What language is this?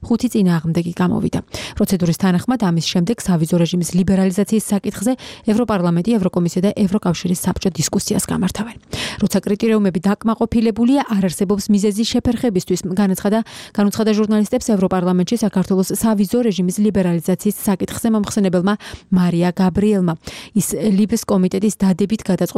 Georgian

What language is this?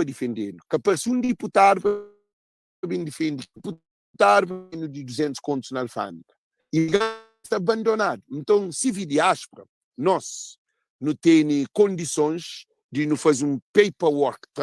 Kabuverdianu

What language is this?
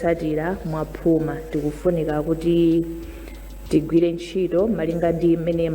Nyanja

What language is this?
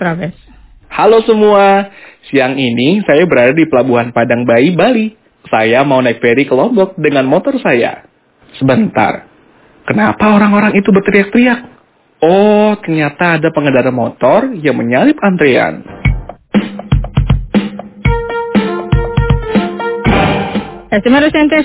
Indonesian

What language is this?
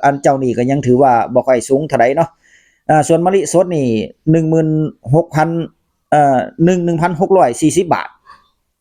Northeastern Thai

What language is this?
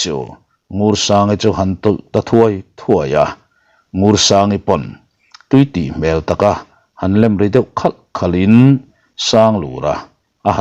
Mizo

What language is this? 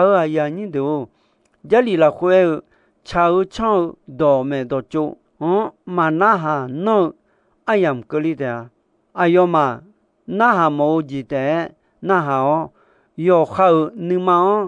Akha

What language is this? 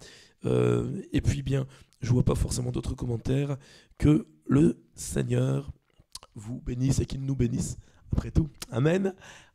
French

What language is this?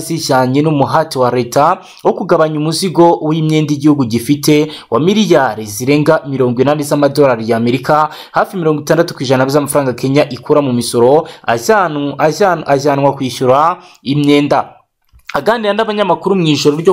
Kinyarwanda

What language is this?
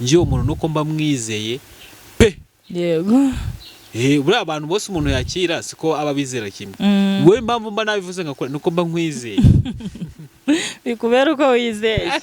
Kinyarwanda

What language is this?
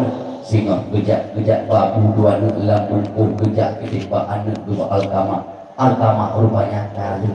Achinese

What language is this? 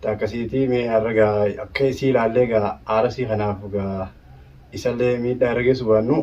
Oromo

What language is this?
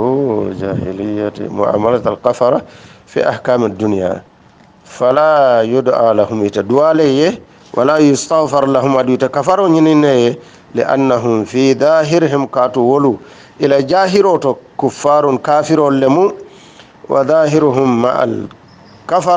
Hausa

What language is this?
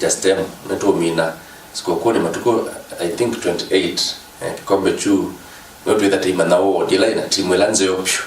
Kamba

